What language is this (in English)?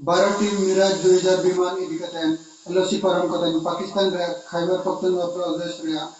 Santali